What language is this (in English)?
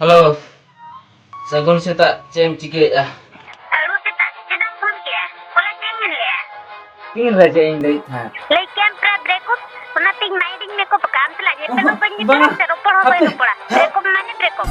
Santali